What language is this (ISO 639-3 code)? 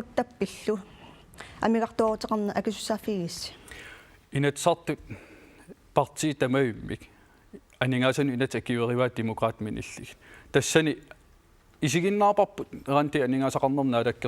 kal